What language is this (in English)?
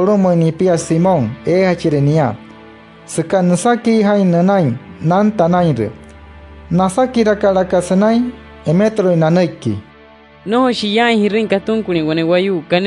Wayuu